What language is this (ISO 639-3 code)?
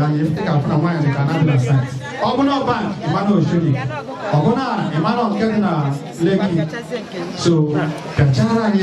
ibo